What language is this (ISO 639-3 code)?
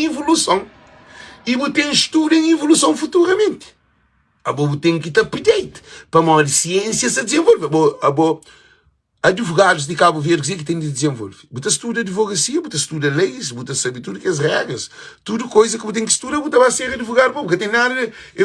kea